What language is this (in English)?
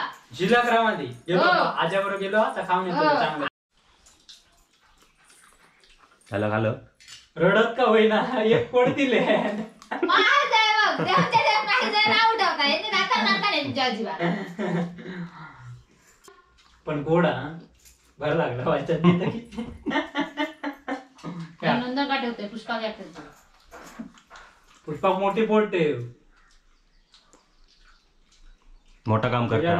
Marathi